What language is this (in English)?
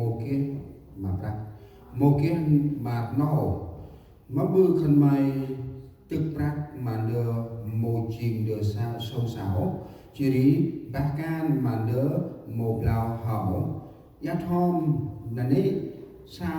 Central Mnong